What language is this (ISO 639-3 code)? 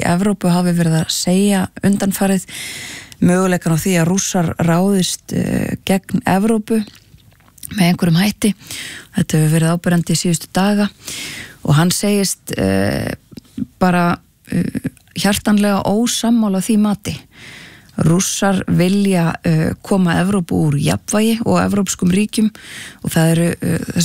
isl